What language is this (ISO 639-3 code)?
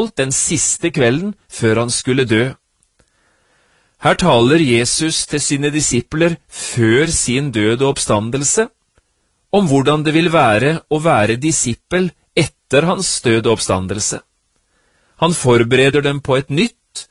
nor